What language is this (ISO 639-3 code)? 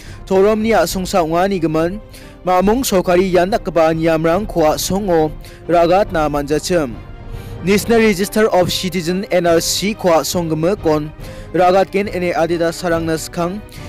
grt